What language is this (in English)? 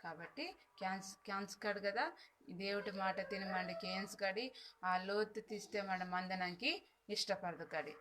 Koya